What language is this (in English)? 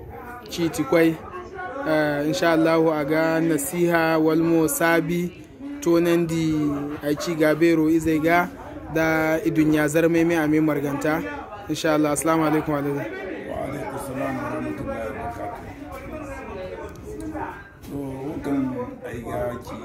Zarma